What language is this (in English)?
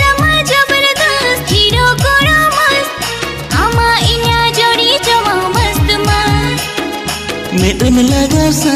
Santali